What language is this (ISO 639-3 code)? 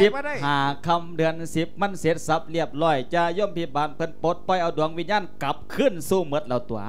lao